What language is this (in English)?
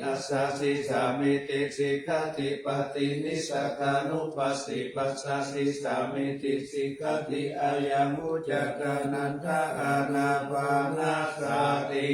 Pali